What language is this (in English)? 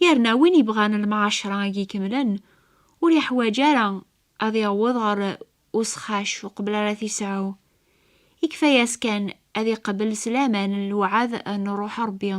Kabyle